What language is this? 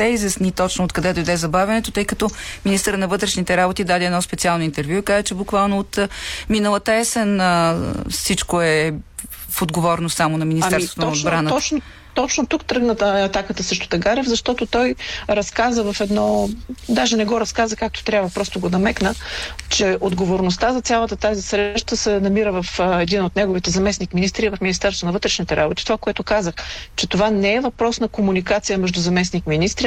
Bulgarian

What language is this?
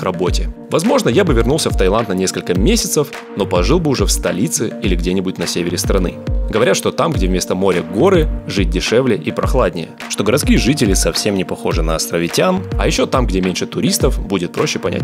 Russian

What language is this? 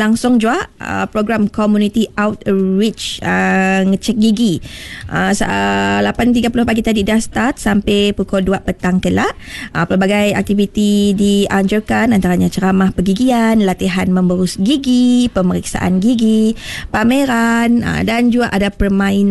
Malay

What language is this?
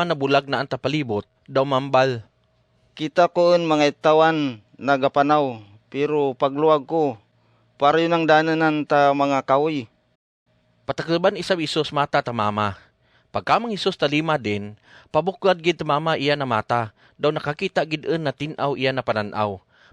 Kagayanen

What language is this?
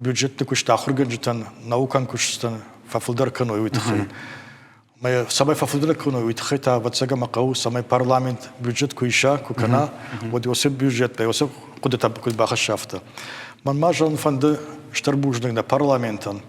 Ossetic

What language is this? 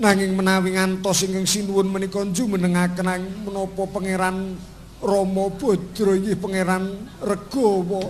Javanese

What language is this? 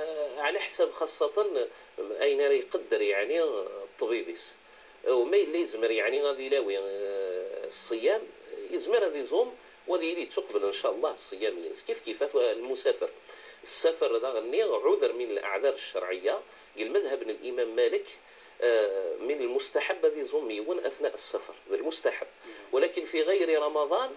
Kabyle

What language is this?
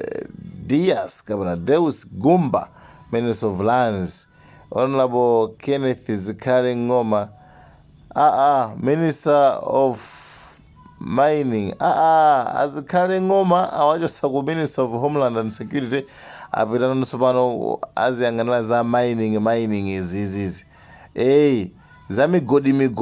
Nyanja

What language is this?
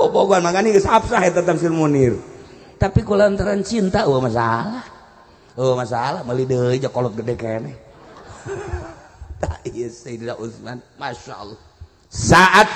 Sundanese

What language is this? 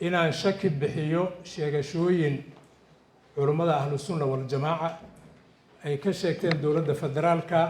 Somali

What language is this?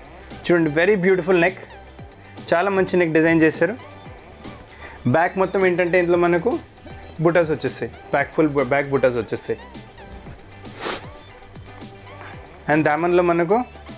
Telugu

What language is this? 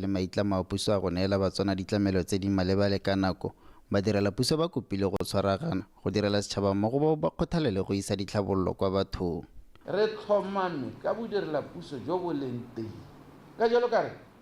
Tswana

